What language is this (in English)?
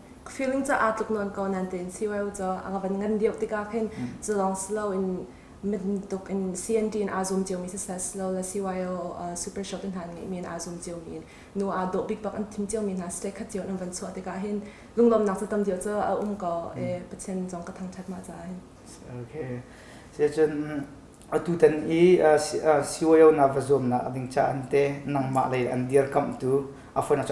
Hakha Chin